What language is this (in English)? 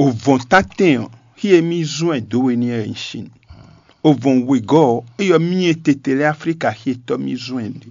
Fon